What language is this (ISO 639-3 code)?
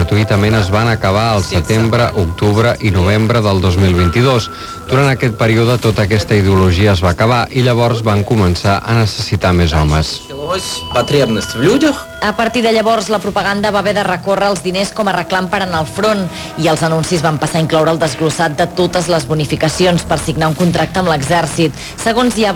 cat